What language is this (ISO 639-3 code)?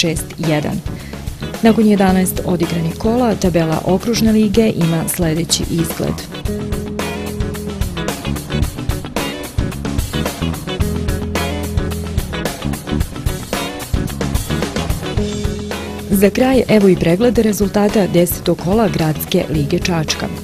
srp